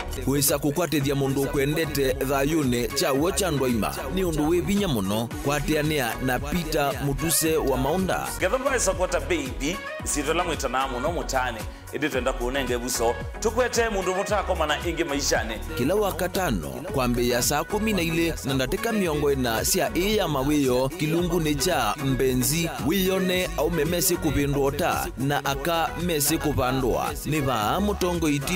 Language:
Kamba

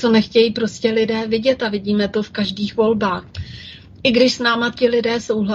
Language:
Czech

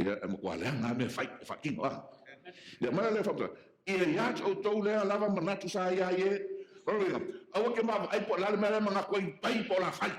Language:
Samoan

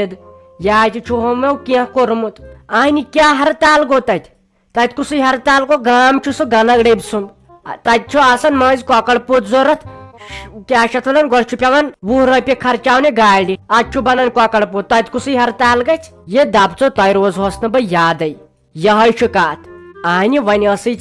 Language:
Kashmiri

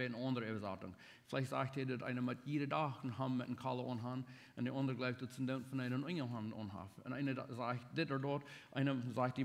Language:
Plautdietsch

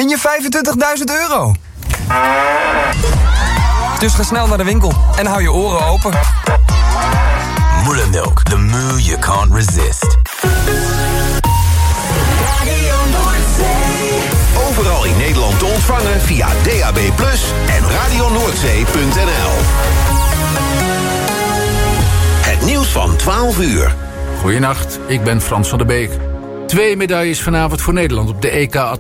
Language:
Dutch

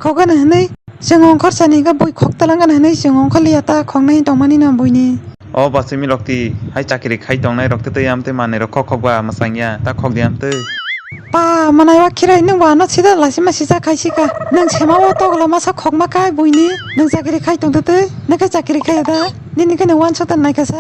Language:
Kok Borok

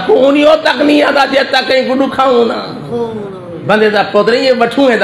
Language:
Saraiki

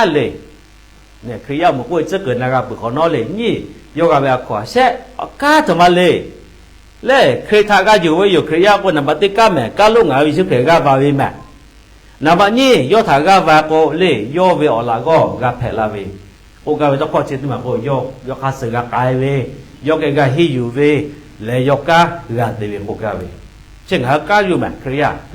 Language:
Lahu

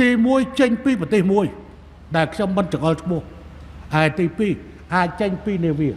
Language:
Khmer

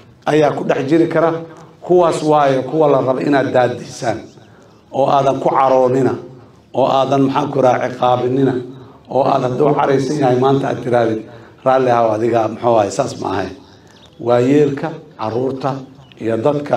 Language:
Somali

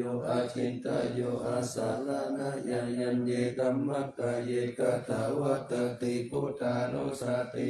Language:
Pali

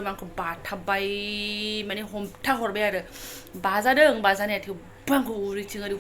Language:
Bodo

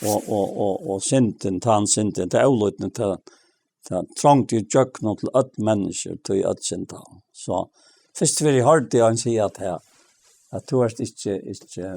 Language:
Faroese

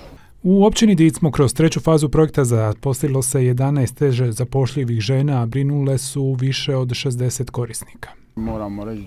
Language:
Croatian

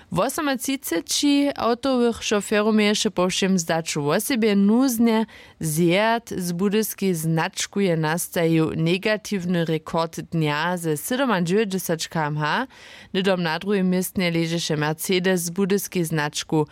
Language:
Upper Sorbian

